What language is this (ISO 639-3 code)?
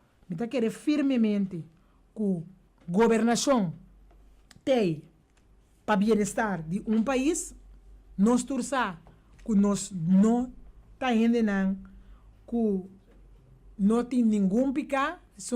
pap